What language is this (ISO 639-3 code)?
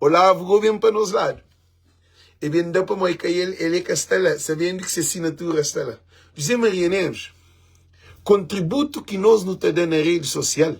kea